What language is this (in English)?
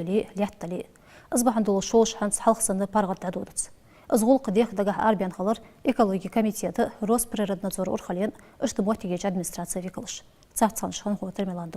Ingush